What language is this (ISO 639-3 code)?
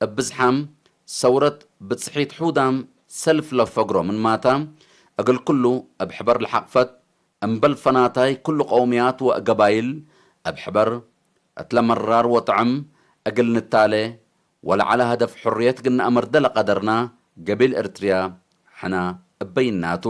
tig